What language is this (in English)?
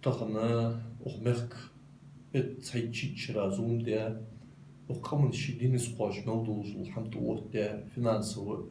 Ingush